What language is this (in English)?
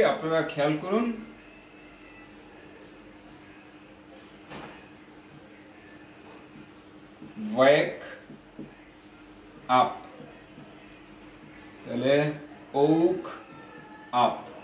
Bangla